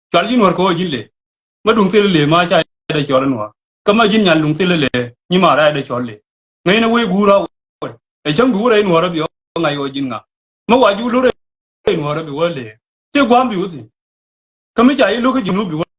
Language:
Nuer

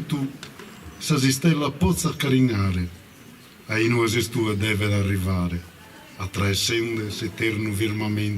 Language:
Sardinian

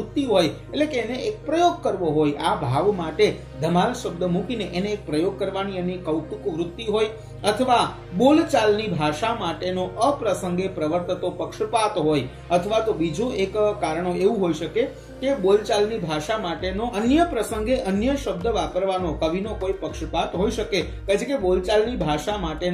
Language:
Gujarati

